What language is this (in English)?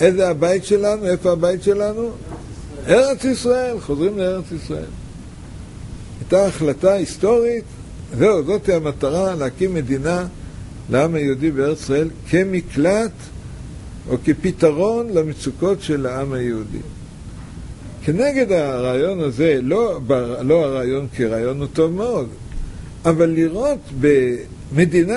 Hebrew